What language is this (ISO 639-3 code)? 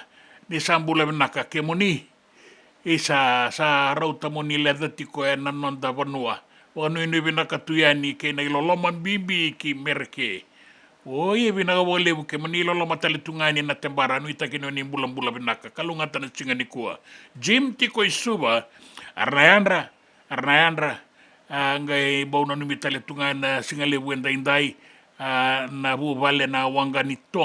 fij